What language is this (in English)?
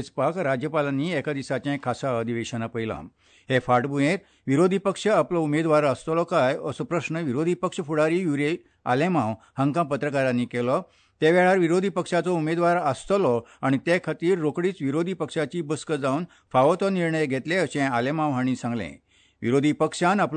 Konkani